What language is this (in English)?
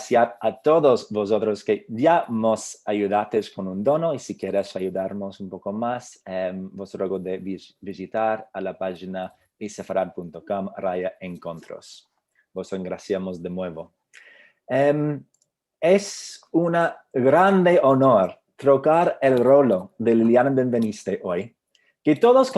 Ladino